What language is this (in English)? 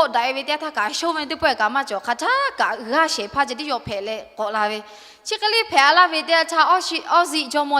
Lahu